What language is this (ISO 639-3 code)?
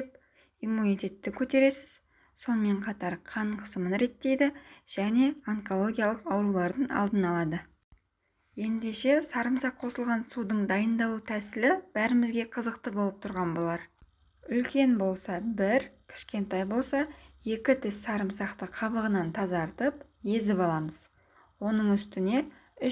kaz